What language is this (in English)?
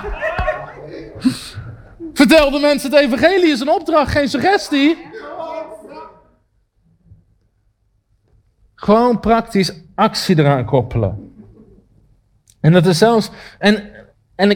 Dutch